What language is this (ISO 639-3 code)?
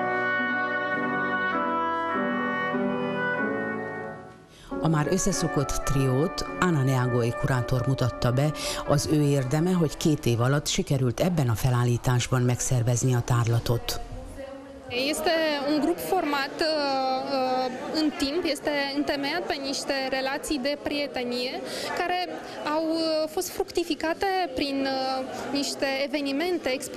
hun